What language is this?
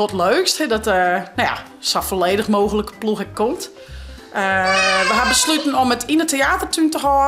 Western Frisian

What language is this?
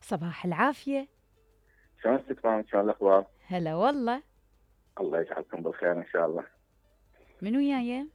Mesopotamian Arabic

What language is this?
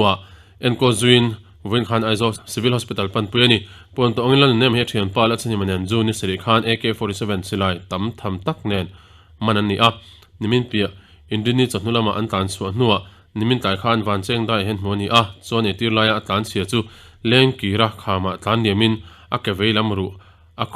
Mizo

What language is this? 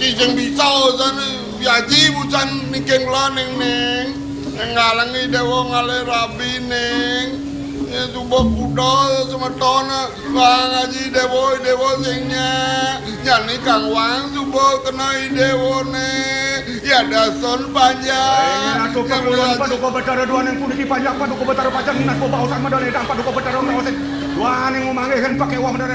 Balinese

